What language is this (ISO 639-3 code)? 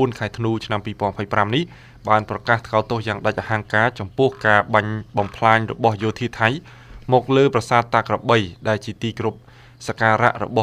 khm